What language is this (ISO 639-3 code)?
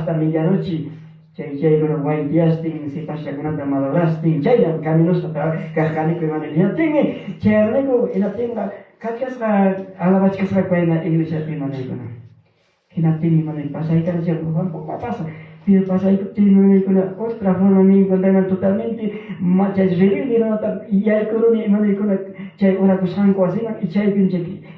quy